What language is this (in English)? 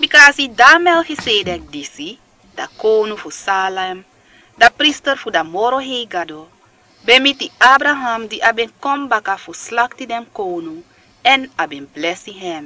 Sranan Tongo